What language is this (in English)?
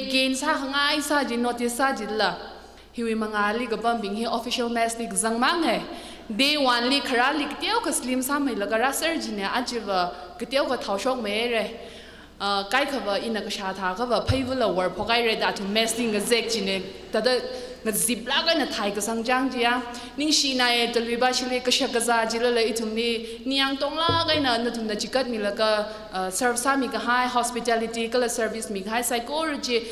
Tangkhul Naga (India)